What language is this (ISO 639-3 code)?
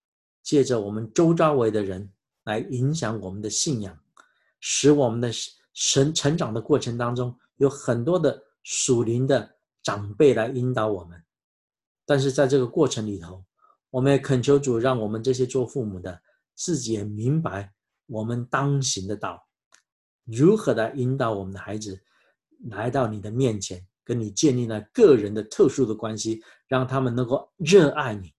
zho